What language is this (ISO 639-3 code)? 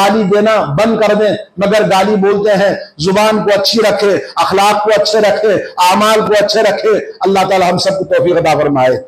urd